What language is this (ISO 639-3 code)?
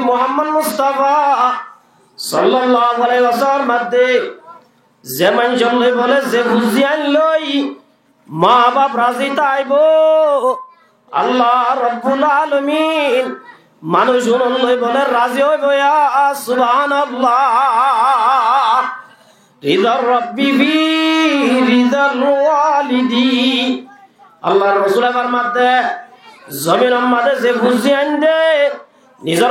rhg